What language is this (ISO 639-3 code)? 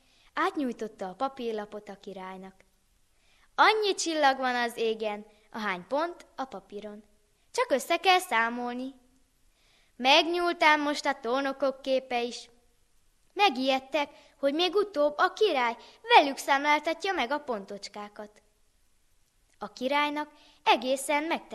hun